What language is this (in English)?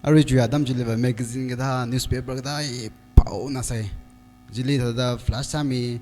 Tangkhul Naga (India)